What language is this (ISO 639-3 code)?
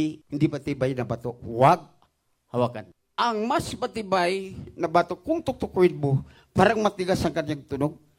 fil